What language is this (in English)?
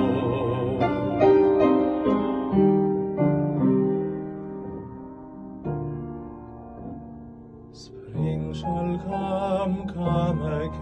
English